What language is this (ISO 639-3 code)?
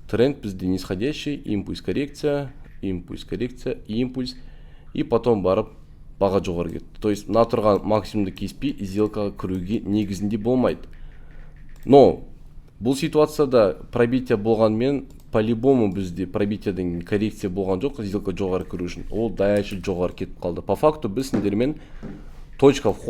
kaz